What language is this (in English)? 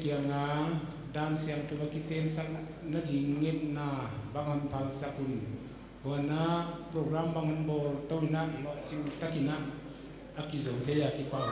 Paite Chin